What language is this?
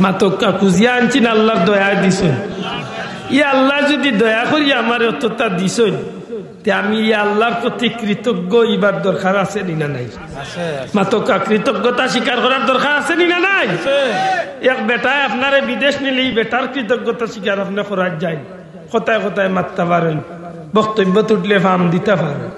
Sylheti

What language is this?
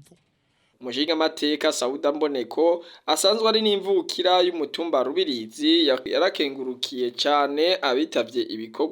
Rundi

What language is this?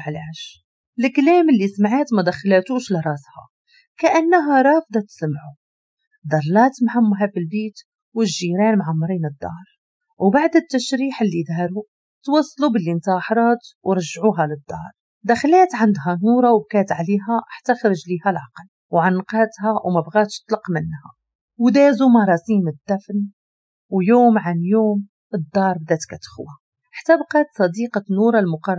Moroccan Arabic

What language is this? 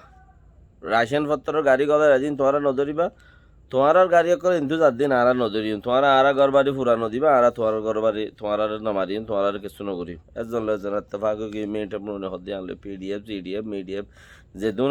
Rohingya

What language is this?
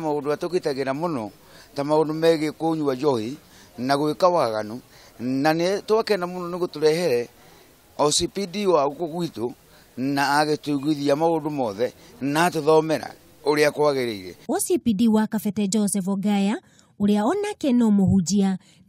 Kikuyu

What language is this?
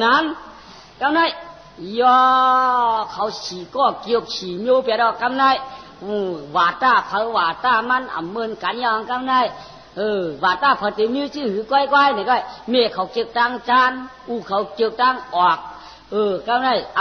Shan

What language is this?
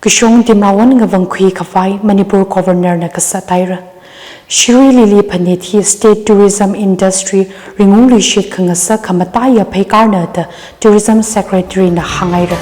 Tangkhul Naga (India)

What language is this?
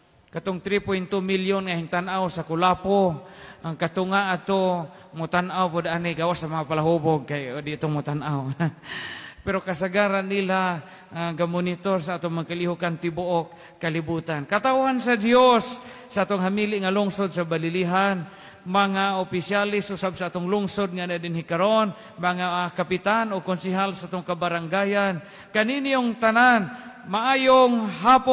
Cebuano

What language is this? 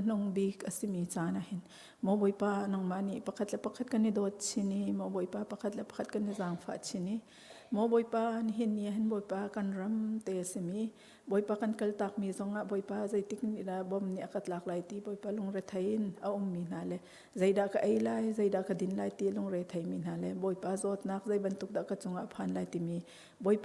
Hakha Chin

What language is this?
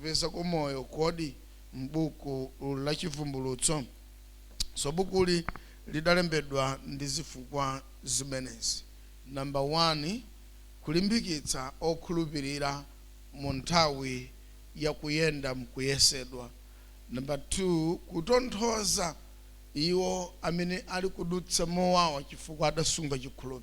Nyanja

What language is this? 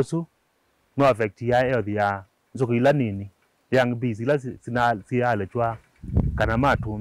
Kamba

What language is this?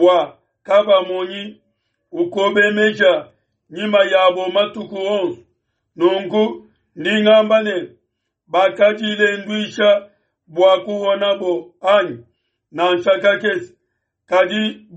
Luba-Lulua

